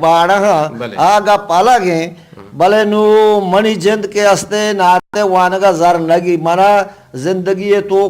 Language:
Eastern Balochi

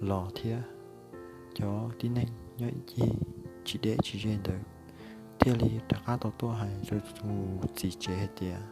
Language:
Hmong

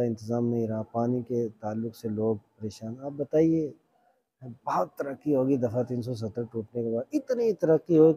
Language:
Urdu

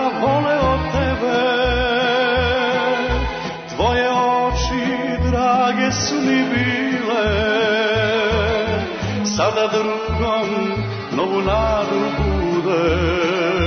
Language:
Serbian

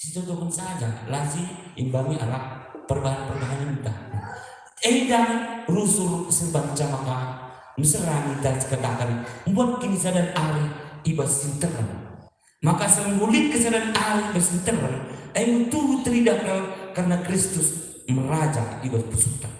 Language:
Batak Karo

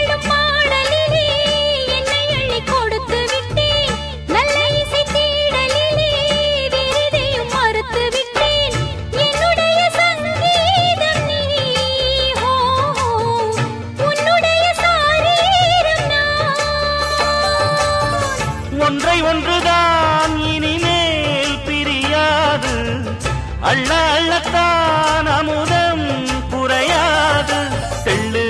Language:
Tamil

